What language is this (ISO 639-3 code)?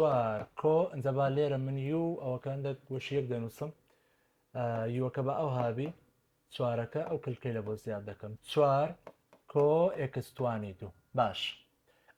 ckb